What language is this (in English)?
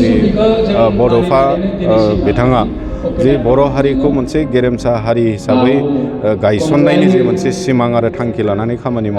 Bodo